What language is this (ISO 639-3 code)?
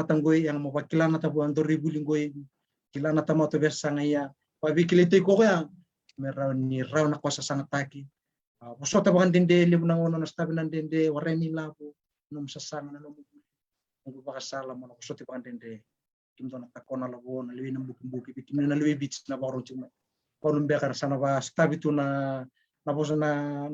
fij